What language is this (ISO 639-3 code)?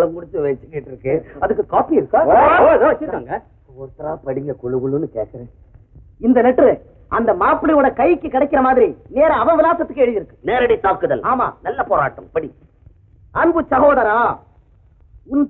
tam